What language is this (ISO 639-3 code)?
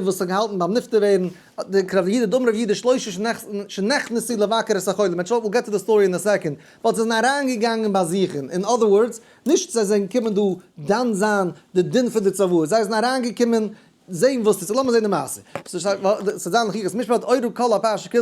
yid